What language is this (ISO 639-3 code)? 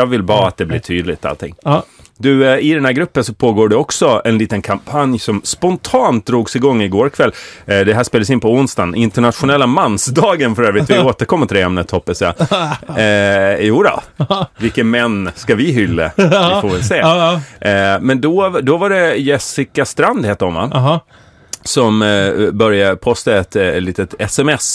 swe